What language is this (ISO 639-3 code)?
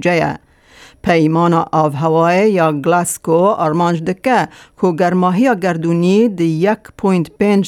kur